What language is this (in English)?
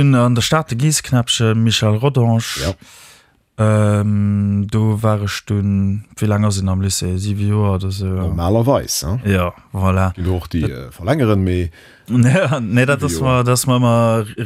Luxembourgish